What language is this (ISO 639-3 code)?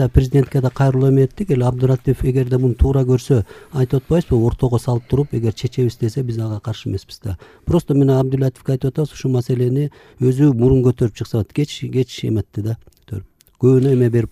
kir